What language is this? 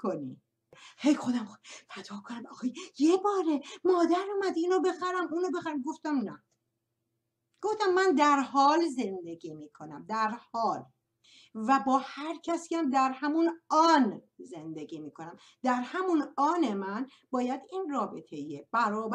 Persian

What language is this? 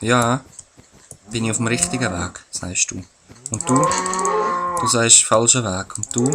Swiss German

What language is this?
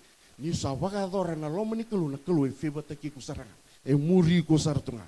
Fijian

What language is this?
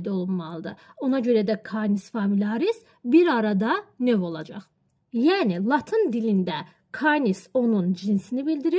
Azerbaijani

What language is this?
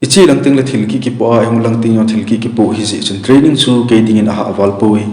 Thado Chin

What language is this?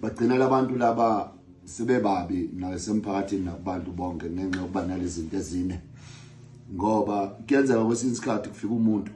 Zulu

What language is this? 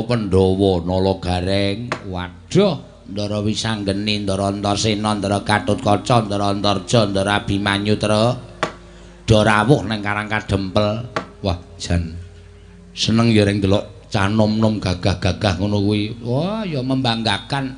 Javanese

